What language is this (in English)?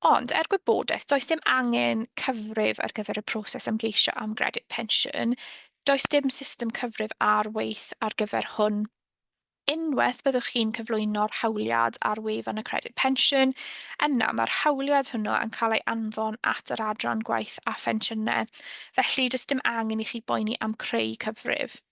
Welsh